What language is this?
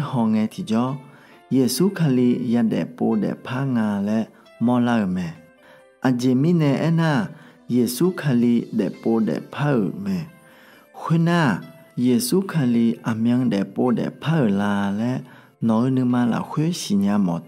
Akha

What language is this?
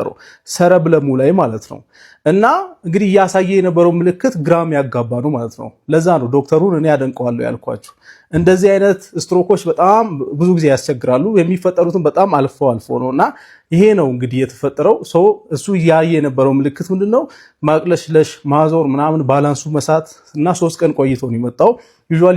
Amharic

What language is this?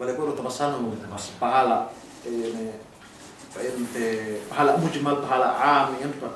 Yakan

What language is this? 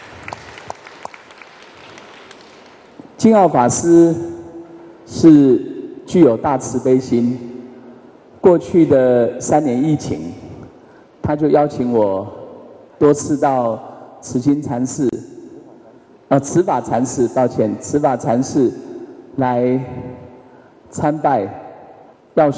Chinese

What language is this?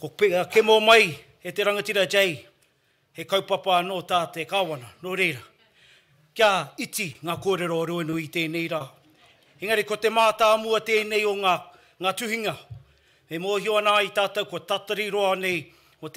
Māori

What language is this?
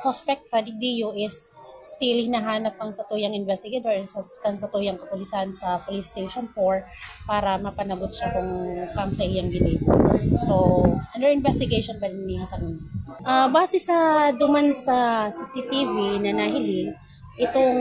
Bikol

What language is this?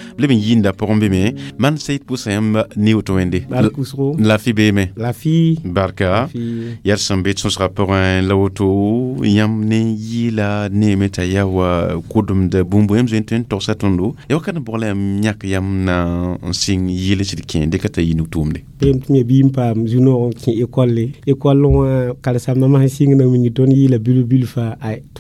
Mossi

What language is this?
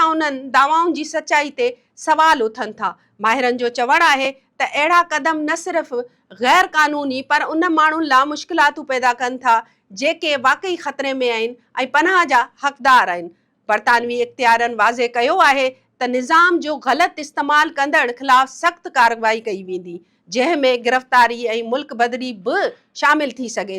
Sindhi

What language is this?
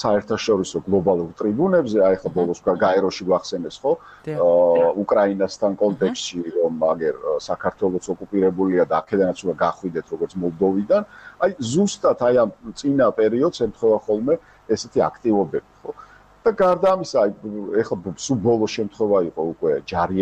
Georgian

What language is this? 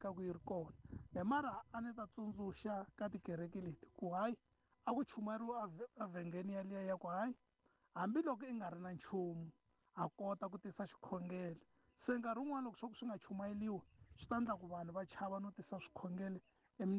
Tsonga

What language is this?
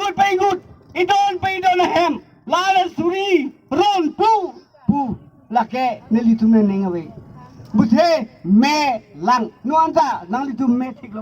Karbi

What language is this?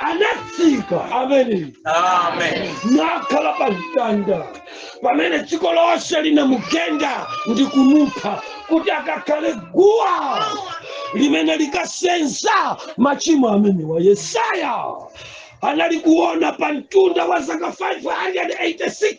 Nyanja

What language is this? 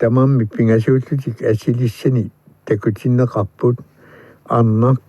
Kalaallisut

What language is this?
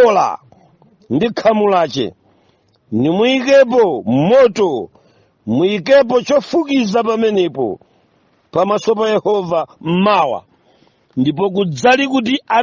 Nyanja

